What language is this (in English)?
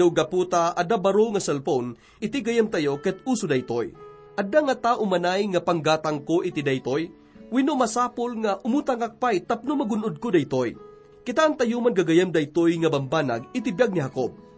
Iloko